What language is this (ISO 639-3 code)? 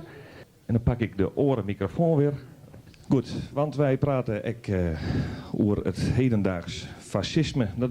fry